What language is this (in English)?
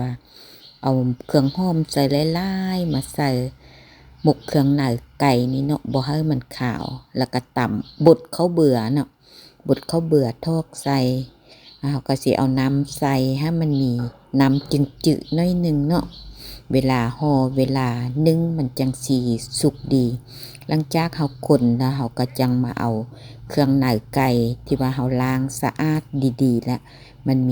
Lao